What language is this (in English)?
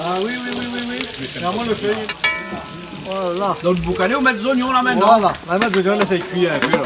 Réunion Creole French